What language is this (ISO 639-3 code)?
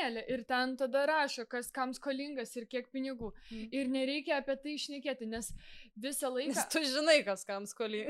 lit